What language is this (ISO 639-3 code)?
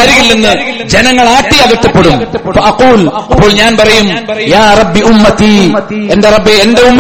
mal